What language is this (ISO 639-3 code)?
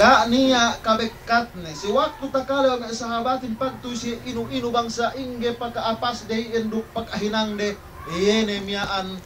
yka